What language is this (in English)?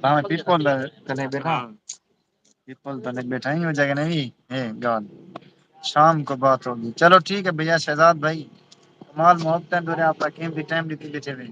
Saraiki